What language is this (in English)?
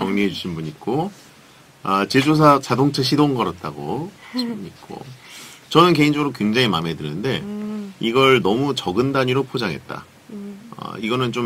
Korean